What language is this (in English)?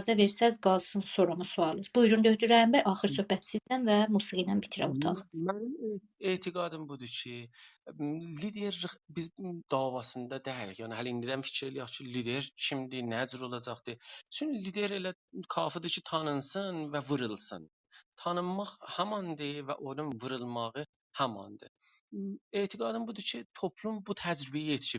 South Azerbaijani